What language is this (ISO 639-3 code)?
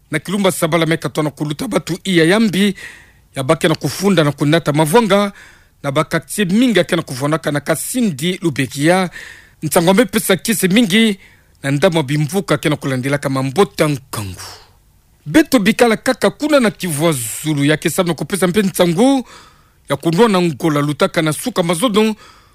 ktu